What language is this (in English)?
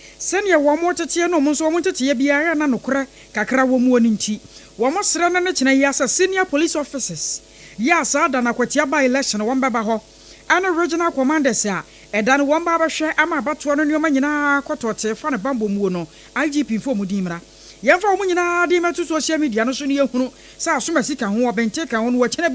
Akan